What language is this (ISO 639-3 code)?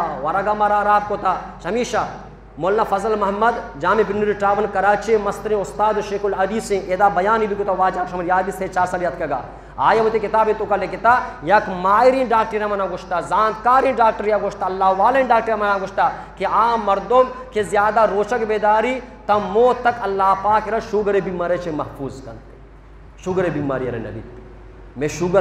bgp